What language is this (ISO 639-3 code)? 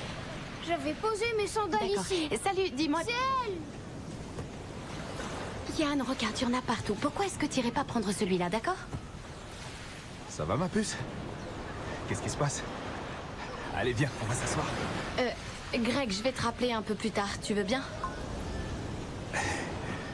fra